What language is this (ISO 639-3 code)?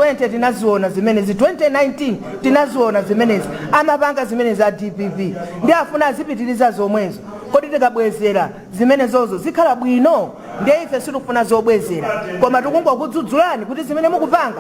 nya